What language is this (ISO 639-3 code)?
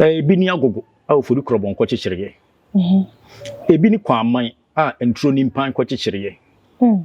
aka